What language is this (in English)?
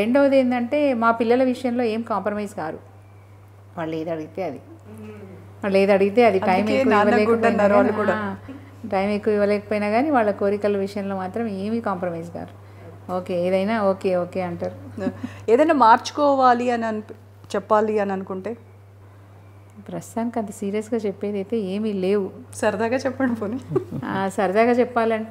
Telugu